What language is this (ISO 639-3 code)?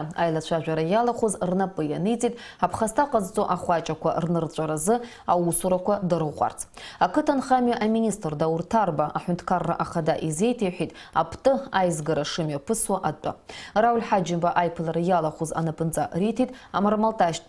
abk